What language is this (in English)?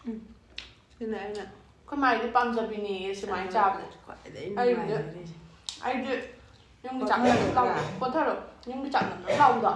Manipuri